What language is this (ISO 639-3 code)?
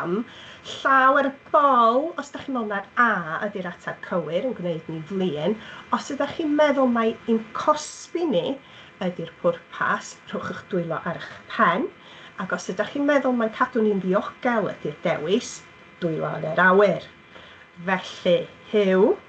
cym